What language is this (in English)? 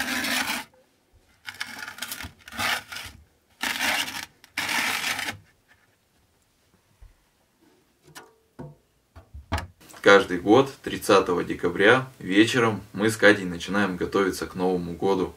Russian